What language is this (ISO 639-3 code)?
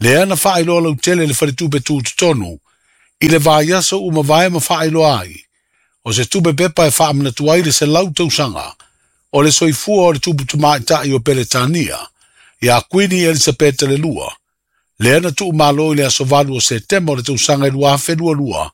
smo